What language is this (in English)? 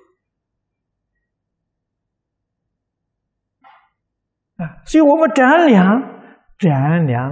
Chinese